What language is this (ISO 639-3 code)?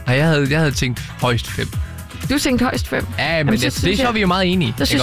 dan